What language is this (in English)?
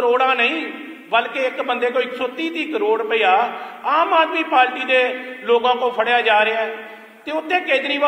Punjabi